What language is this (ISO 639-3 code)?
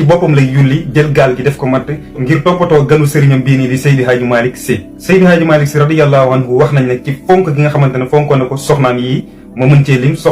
wol